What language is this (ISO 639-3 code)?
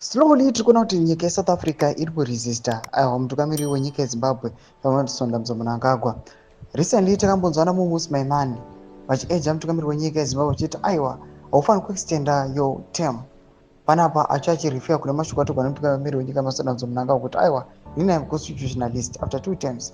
sna